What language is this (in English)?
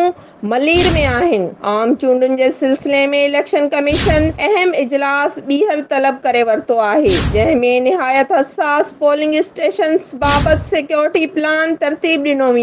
Sindhi